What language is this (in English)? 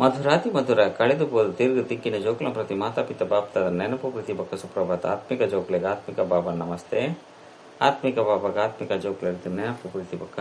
Tulu